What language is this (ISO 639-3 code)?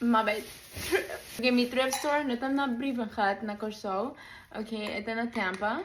pap